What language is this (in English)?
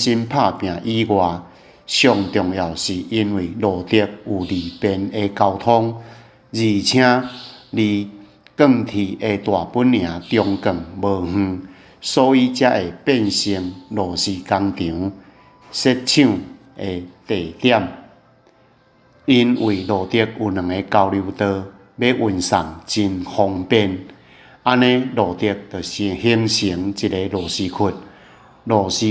Min Nan Chinese